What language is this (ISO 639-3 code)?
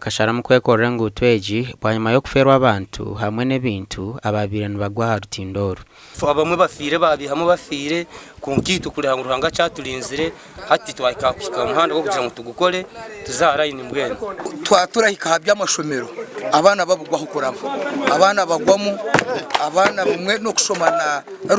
nyn